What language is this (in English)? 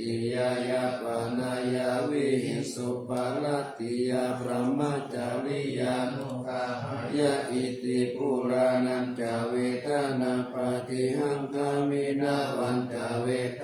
Pali